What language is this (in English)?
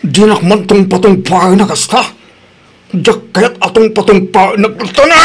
Iloko